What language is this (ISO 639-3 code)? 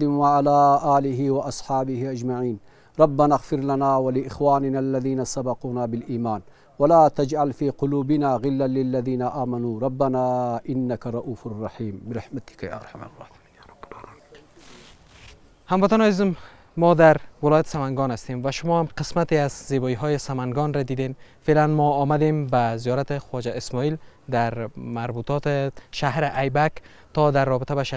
fas